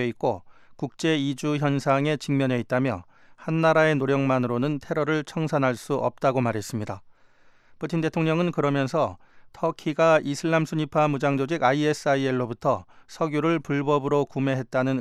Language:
Korean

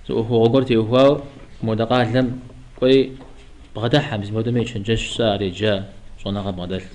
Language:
Kabardian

